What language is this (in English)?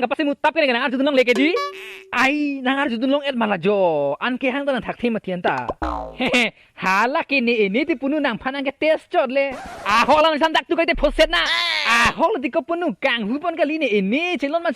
Karbi